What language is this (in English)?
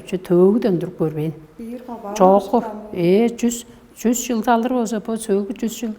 Tuvinian